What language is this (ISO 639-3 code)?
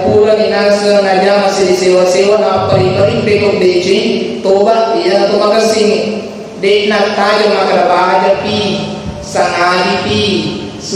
bug